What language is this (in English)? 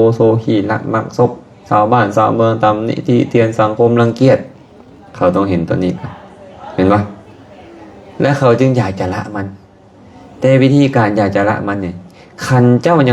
Lao